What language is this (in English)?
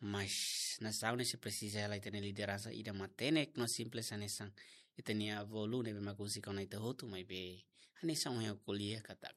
Tetum